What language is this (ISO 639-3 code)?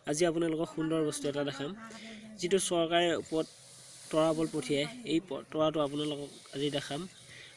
asm